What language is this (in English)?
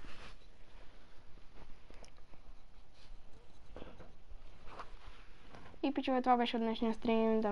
Bulgarian